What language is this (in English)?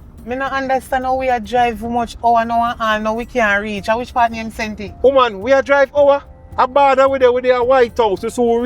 Jamaican Creole English